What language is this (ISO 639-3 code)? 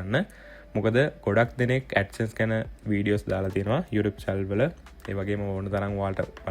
sin